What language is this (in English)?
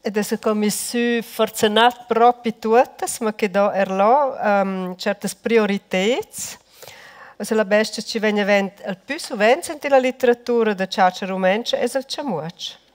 Romansh